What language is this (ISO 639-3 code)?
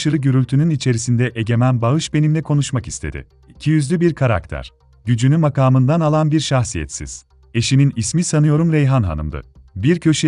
tur